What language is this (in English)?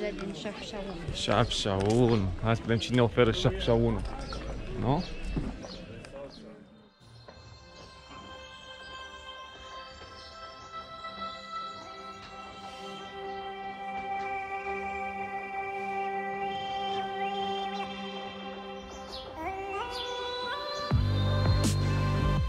Romanian